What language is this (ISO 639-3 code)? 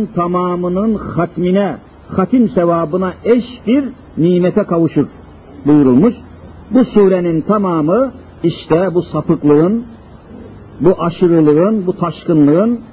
tur